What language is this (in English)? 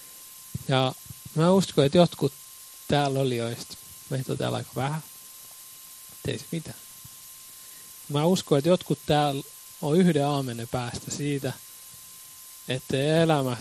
Finnish